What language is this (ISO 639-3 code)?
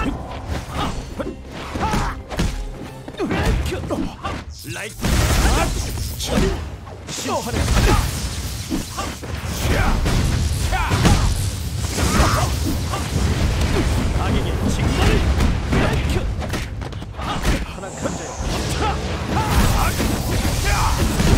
kor